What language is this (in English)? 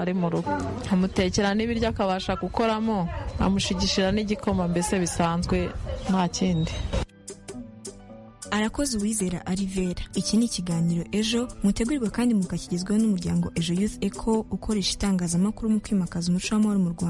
Kinyarwanda